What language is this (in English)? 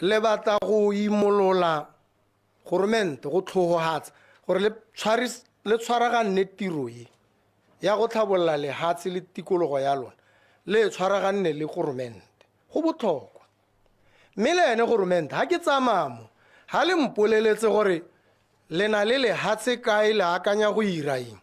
Tswana